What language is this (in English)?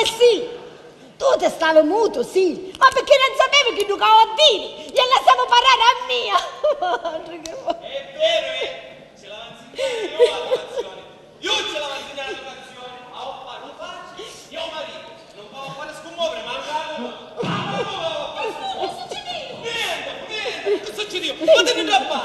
Sicilian